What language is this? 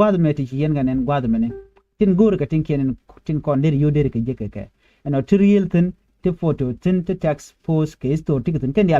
Nuer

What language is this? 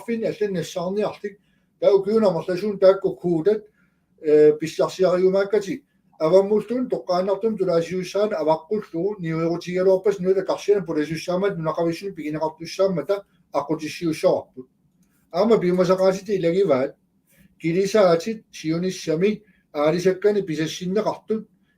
Kalaallisut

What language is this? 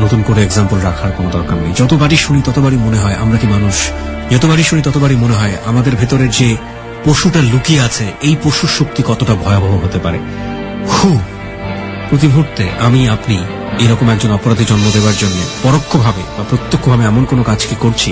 Bangla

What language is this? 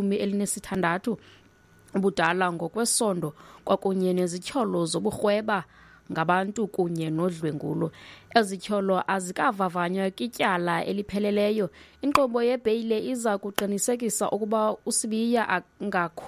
Xhosa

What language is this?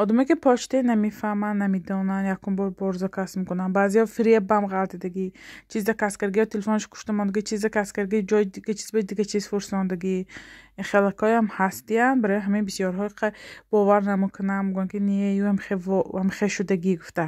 Tajik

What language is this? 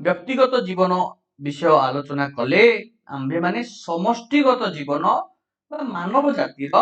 Odia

